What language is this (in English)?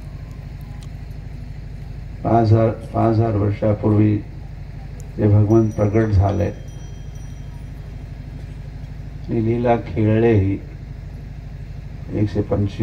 Marathi